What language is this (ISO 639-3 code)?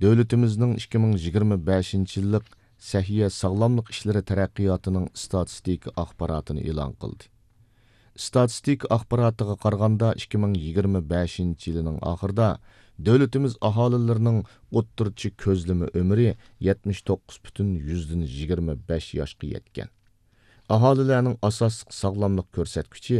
uig